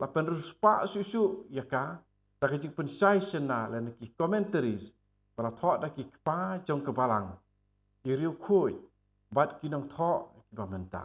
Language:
Khasi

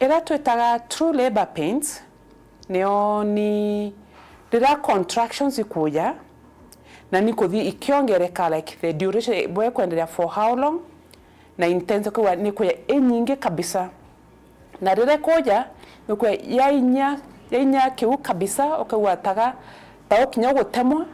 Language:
Meru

